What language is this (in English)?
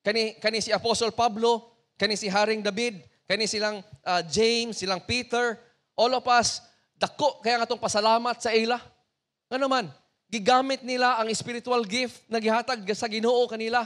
Cebuano